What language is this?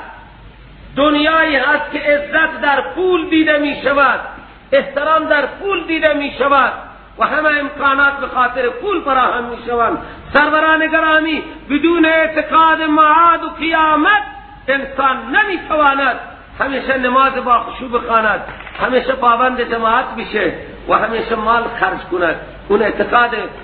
Persian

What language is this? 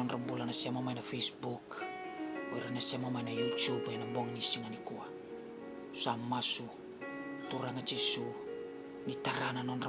Fijian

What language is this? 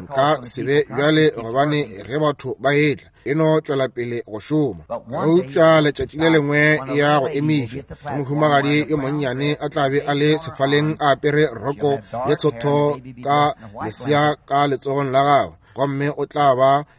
Northern Sotho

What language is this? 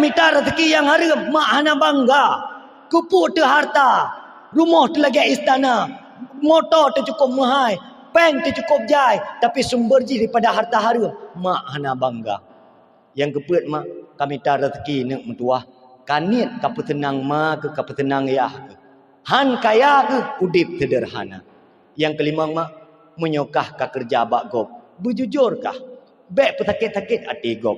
Achinese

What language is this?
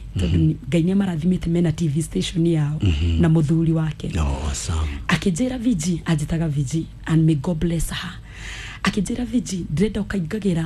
Kikuyu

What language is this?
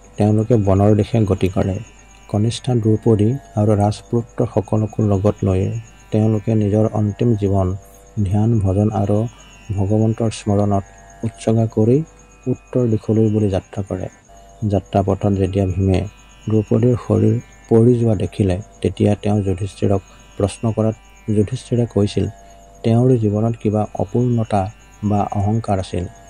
Assamese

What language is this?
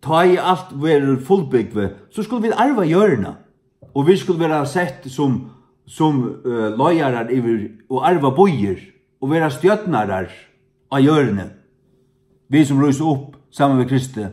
Faroese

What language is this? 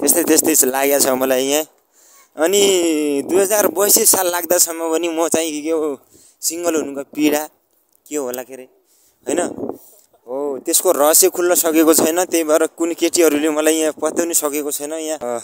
Nepali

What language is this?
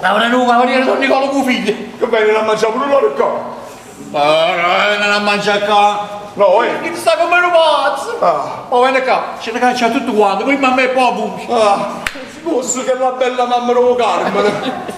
Neapolitan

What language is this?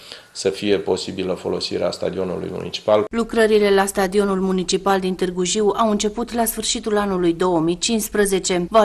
Romanian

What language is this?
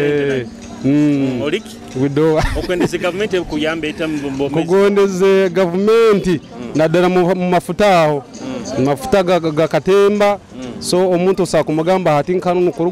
Nyoro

